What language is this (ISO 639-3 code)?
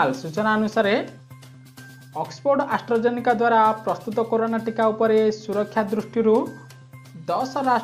ori